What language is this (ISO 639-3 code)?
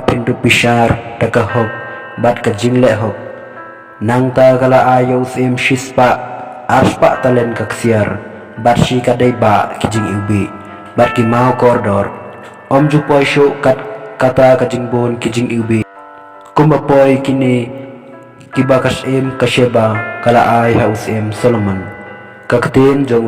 kha